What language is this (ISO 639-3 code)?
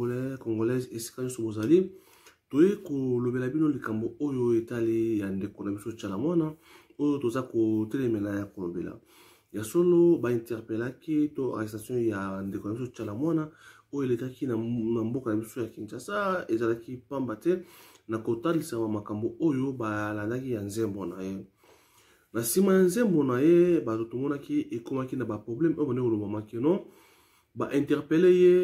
lin